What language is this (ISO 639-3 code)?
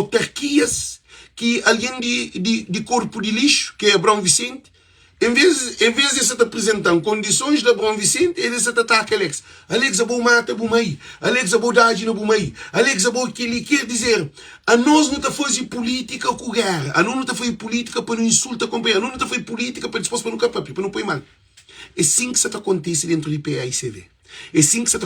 kea